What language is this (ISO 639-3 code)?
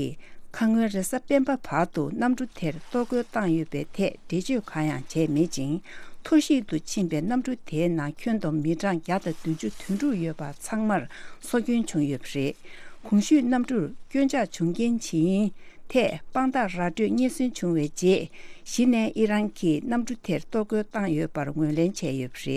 bod